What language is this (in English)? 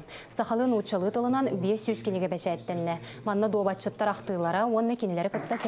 Yakut